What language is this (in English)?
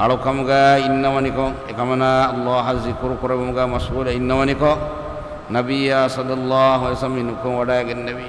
Divehi